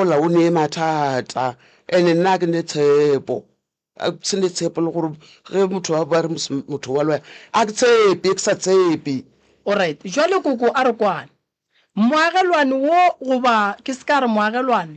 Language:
Northern Sotho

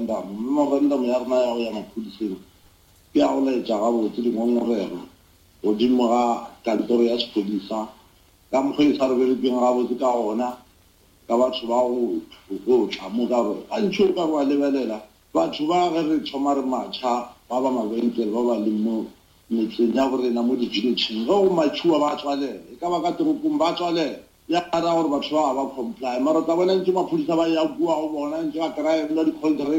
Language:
Northern Sotho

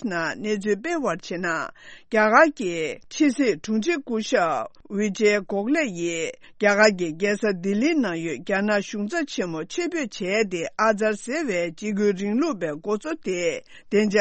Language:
Tibetan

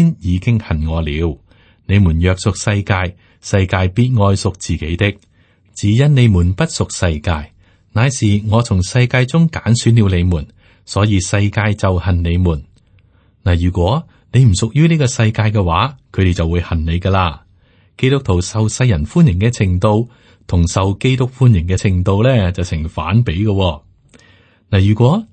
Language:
Cantonese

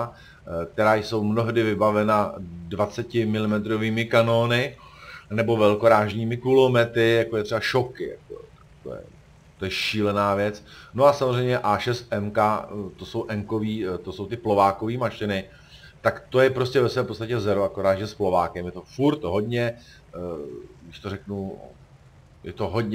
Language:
Czech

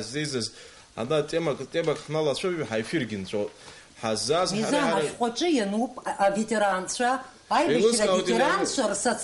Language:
Abkhazian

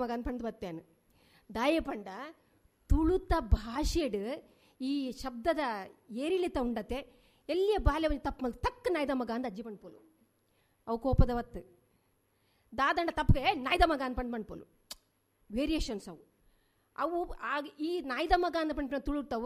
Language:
Tulu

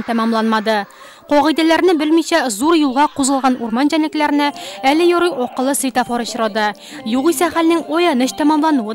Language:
Tatar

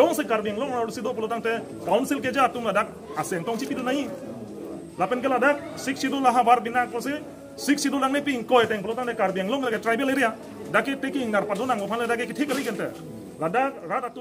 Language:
Karbi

